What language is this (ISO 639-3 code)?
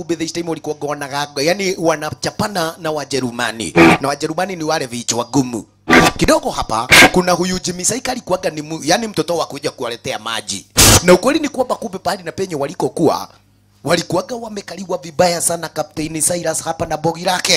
swa